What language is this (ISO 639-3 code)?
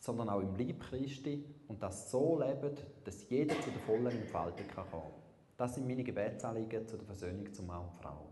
gsw